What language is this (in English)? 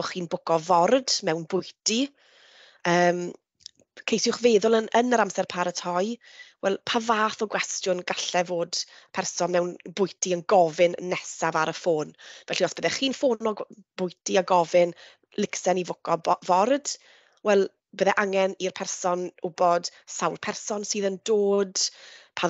Welsh